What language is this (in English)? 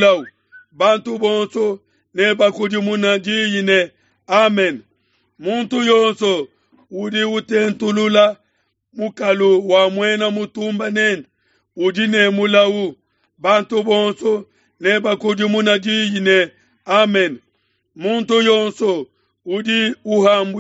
Luba-Lulua